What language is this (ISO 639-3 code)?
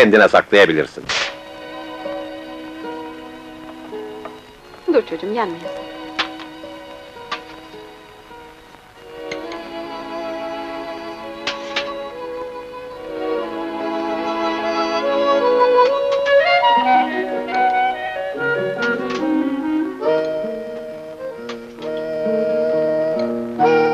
tur